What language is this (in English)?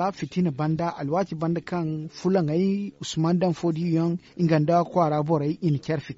Zarma